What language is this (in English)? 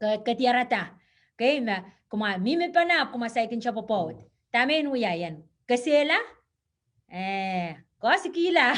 Pohnpeian